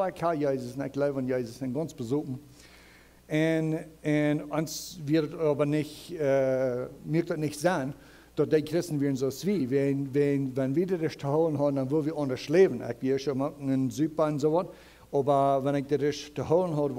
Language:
Plautdietsch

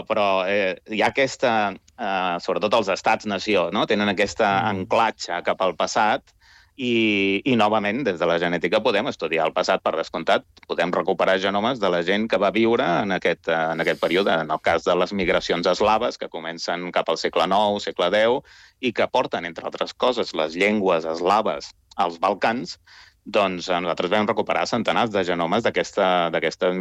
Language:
Catalan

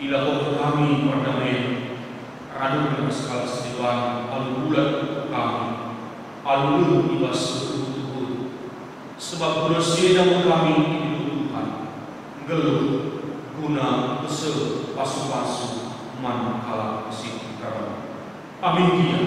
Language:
Batak Karo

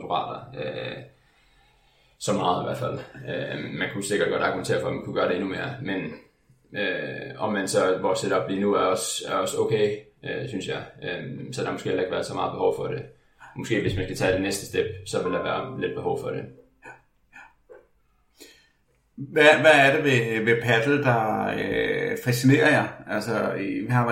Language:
Danish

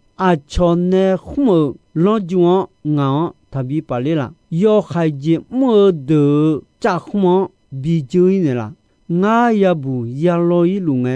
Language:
Akha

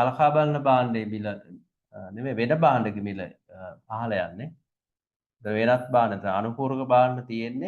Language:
Sinhala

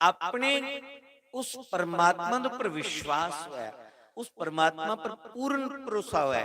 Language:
Dogri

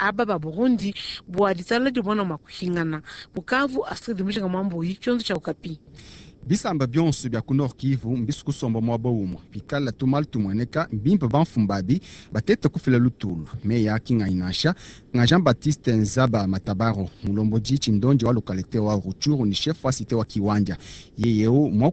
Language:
Luba-Lulua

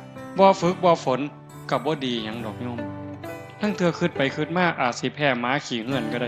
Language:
Northeastern Thai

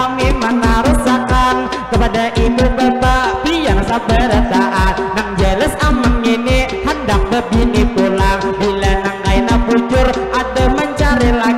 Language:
Banjar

